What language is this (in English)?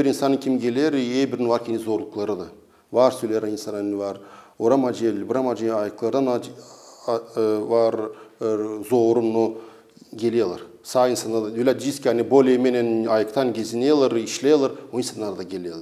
Gagauz